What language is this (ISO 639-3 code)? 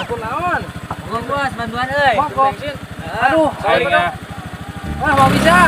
sun